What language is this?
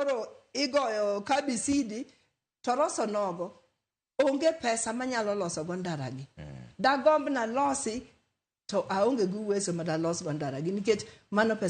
Luo (Kenya and Tanzania)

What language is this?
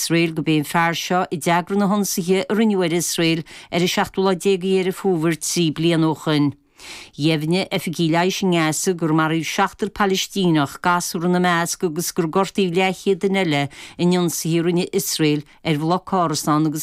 Irish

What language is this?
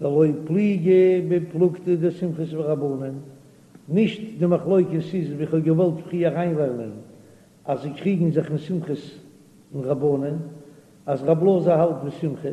Yiddish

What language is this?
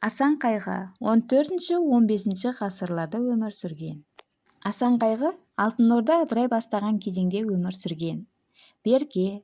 Kazakh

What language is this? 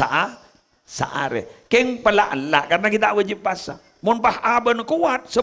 Madurese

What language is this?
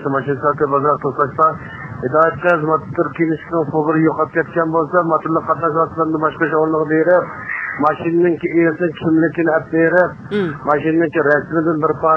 Uyghur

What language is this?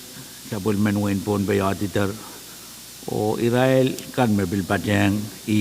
Pohnpeian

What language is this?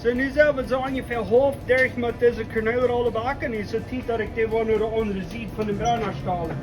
Plautdietsch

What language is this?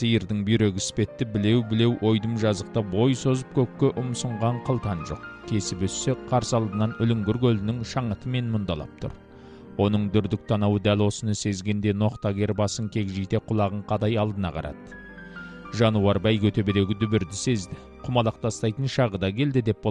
Kazakh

